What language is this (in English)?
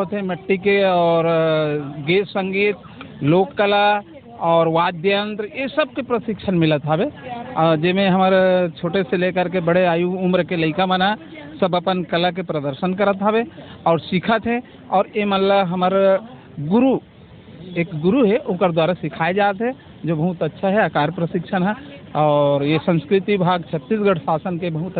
Chhattisgarhi